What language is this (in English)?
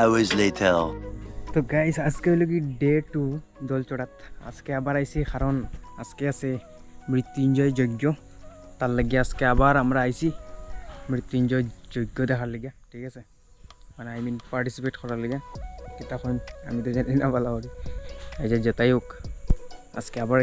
Sylheti